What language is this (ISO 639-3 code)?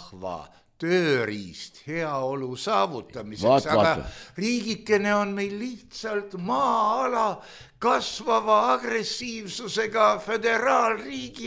est